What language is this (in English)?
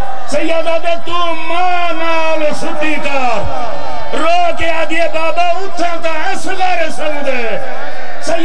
Saraiki